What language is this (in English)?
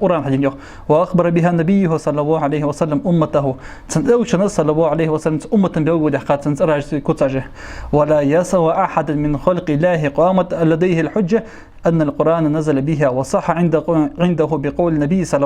Ingush